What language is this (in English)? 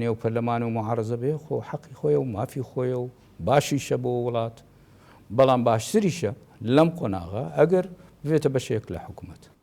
Central Kurdish